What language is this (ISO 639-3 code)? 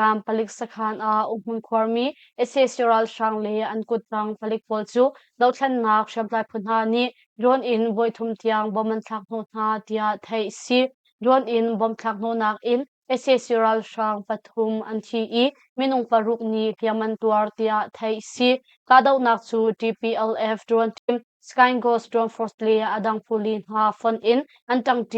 cnh